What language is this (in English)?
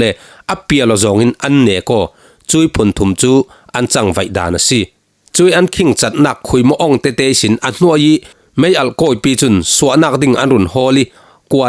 Falam Chin